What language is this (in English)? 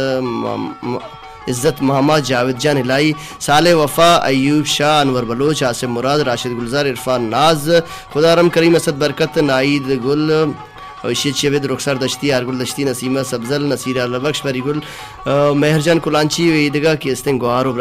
Baluchi